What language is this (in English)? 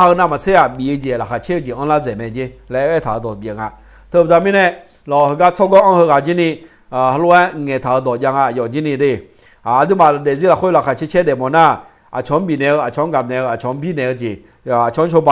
Akha